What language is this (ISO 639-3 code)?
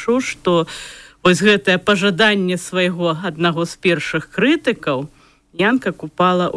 bel